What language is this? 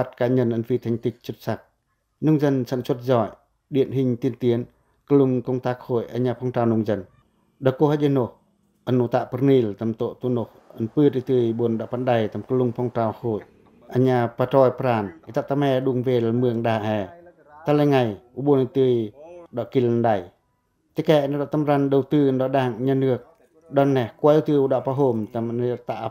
Pacoh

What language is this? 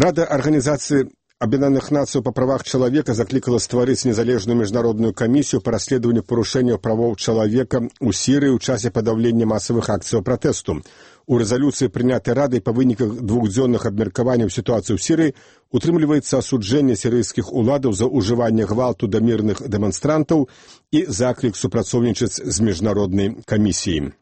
Belarusian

